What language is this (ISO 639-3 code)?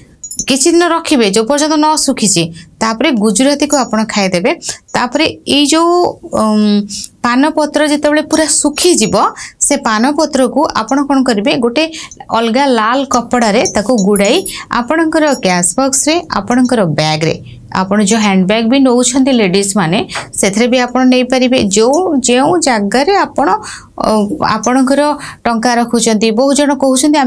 ori